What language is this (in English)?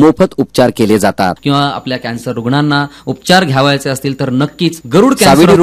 Marathi